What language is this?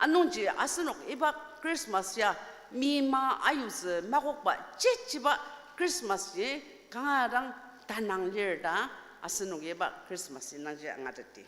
Ao Naga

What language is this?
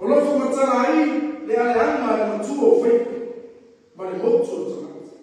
Samoan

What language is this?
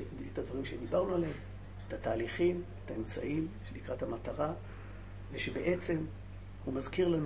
Hebrew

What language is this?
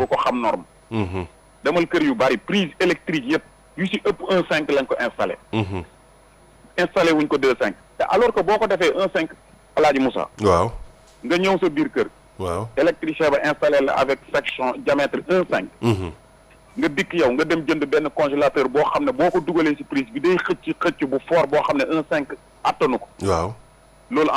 Wolof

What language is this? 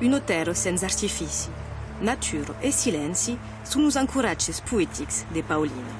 Occitan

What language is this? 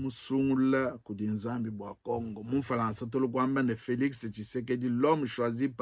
Luba-Lulua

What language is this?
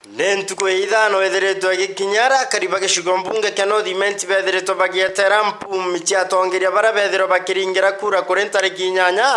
Meru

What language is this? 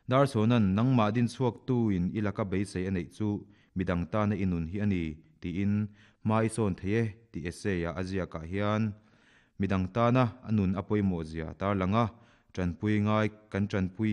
Mizo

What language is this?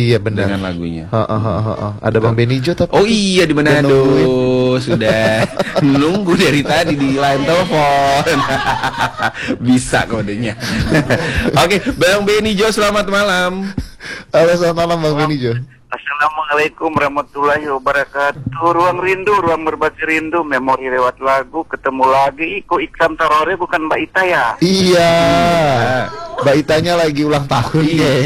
Indonesian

